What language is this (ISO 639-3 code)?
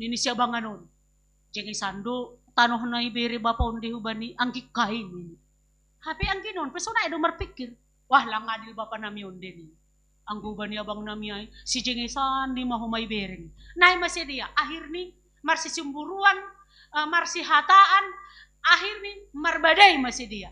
bts